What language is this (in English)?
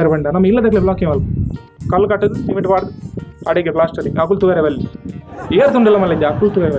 Tulu